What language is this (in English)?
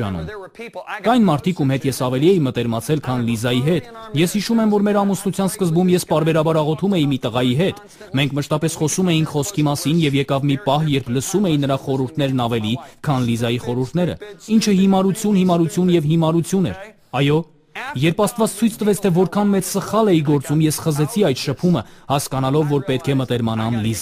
Armenian